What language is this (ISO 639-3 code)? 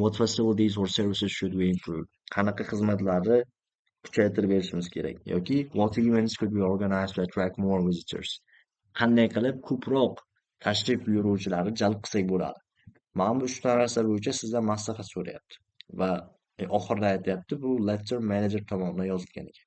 uzb